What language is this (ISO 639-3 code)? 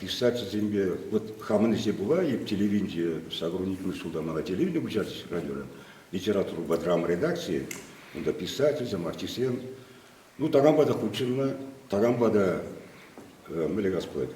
chv